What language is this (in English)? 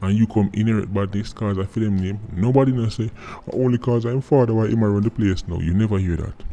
Jamaican Creole English